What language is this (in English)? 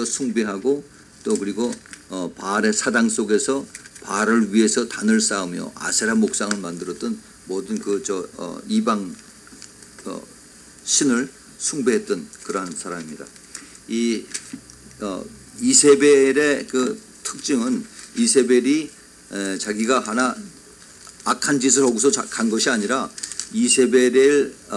Korean